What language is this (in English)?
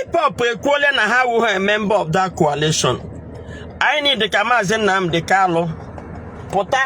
Igbo